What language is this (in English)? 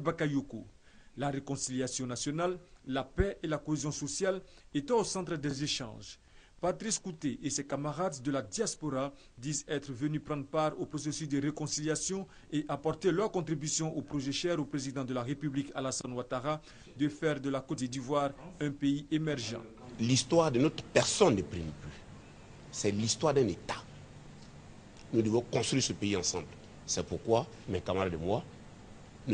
French